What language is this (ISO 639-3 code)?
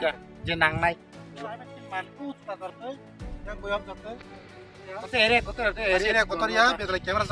trp